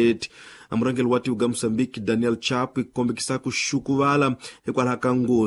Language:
Tsonga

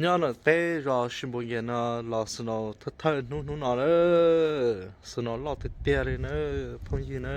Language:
Hmong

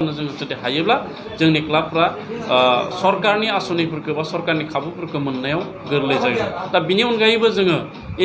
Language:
Bodo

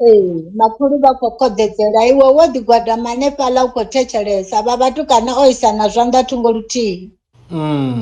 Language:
Venda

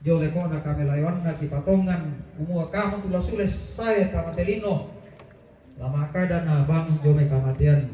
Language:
Toraja-Sa'dan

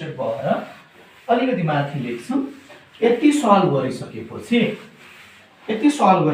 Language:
Nepali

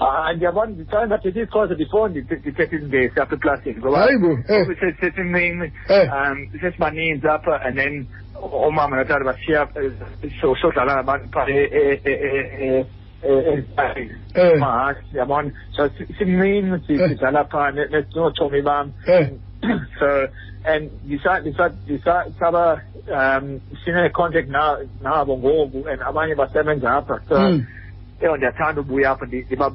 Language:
Xhosa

